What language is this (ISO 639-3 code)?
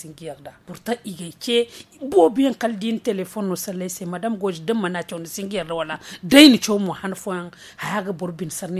dje